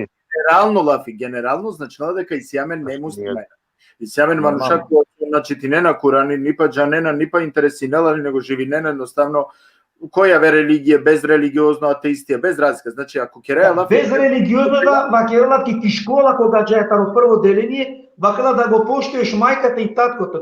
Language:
Balkan Romani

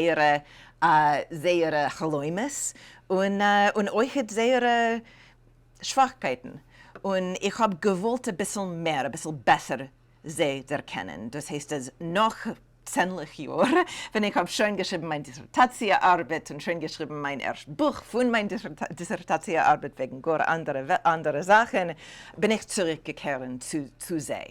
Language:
Yiddish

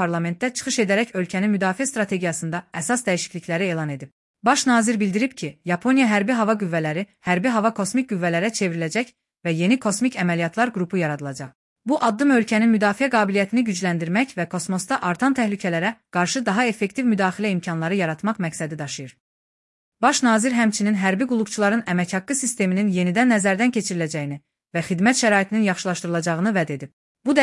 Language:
Azerbaijani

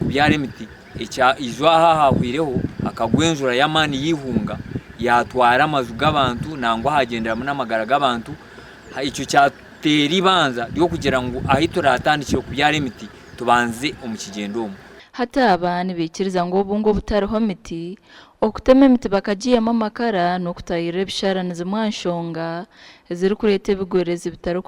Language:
Nyankole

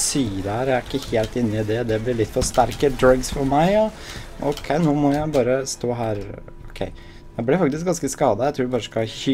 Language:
Norwegian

